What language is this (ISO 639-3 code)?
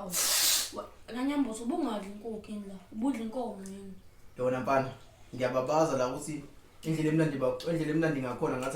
zul